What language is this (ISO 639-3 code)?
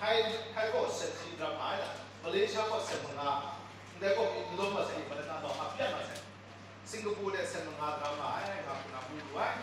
kac